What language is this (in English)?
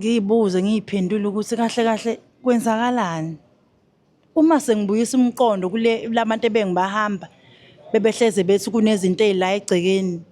Zulu